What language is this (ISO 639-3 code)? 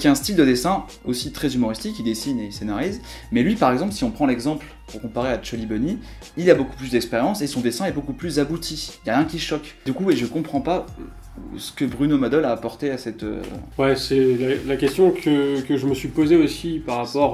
fra